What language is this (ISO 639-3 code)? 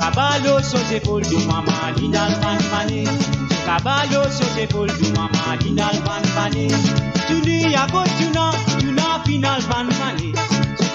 mfe